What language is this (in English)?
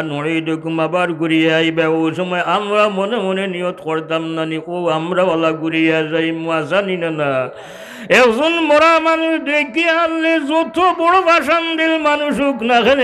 Sylheti